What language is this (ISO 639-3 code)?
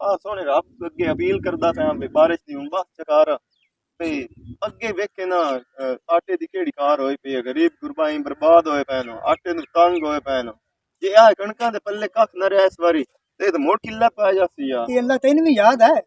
lah